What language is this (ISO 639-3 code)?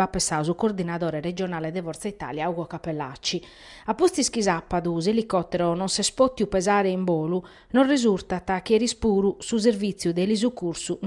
srd